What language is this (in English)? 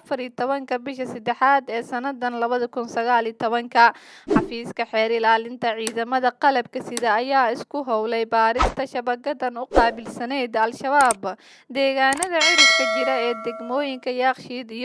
Somali